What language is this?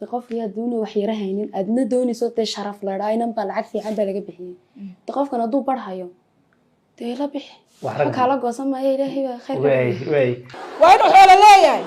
Somali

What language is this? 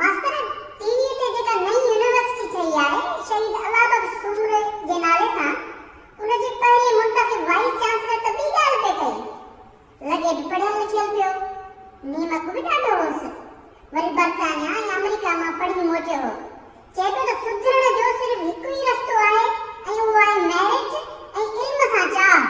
Sindhi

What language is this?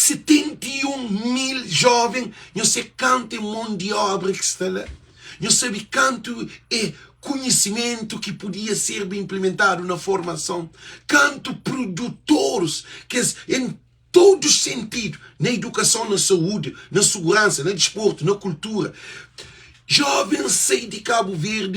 Kabuverdianu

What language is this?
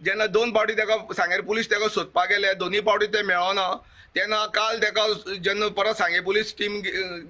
Konkani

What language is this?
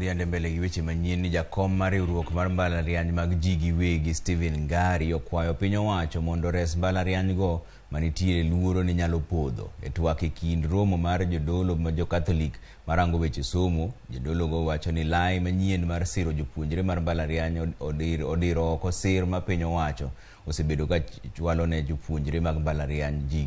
Luo (Kenya and Tanzania)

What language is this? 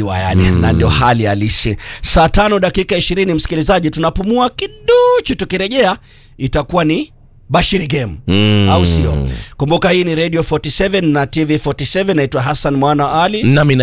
Swahili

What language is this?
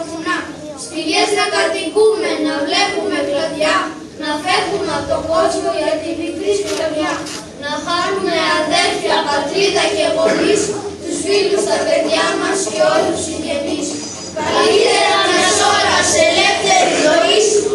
Greek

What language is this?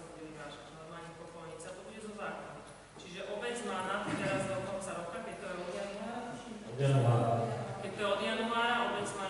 Slovak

